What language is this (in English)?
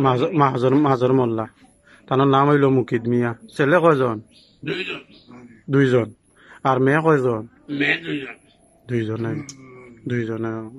Sylheti